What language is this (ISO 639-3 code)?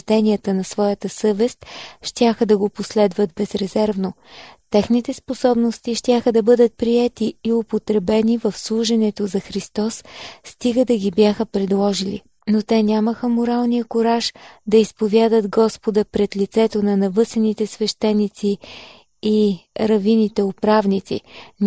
bul